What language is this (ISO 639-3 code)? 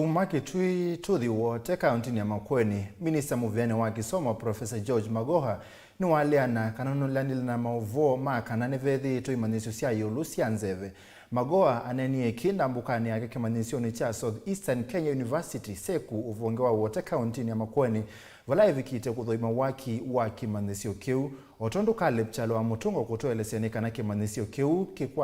kam